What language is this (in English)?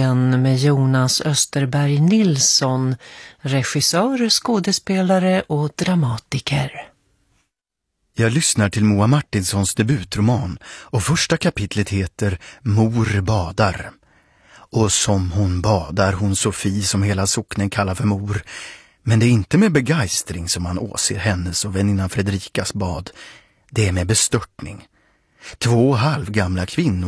Swedish